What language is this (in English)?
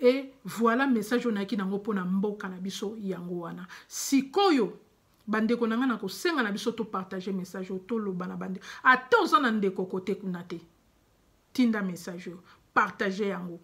Lingala